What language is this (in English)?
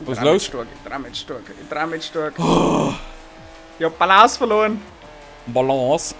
Bavarian